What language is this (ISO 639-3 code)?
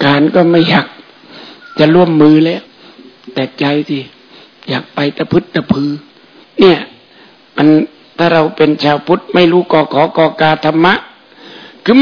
tha